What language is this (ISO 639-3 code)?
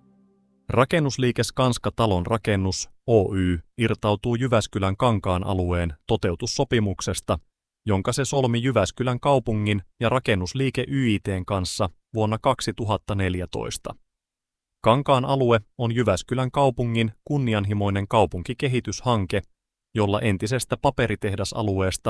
fin